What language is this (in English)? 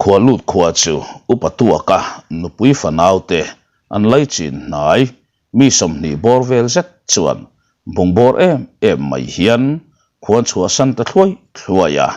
Mizo